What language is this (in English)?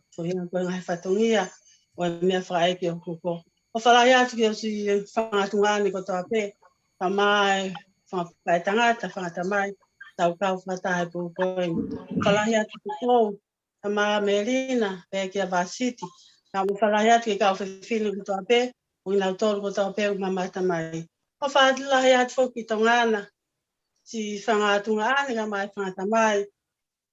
Tongan